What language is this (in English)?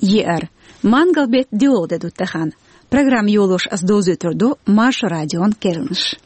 Chechen